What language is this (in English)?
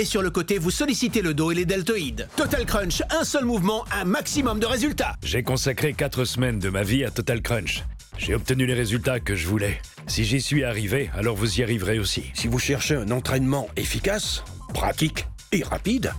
French